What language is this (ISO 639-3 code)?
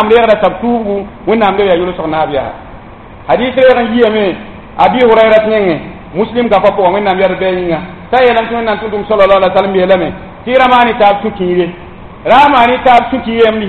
mos